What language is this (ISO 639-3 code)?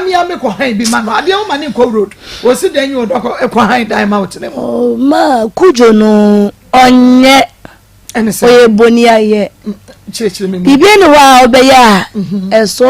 aka